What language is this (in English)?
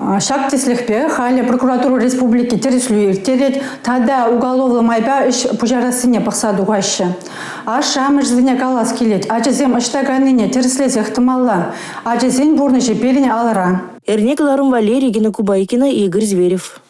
Chuvash